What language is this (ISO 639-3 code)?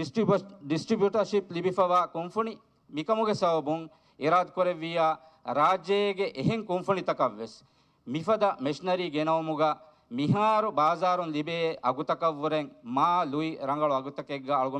div